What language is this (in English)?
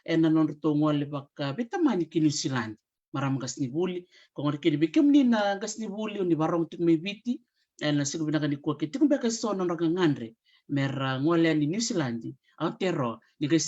Fijian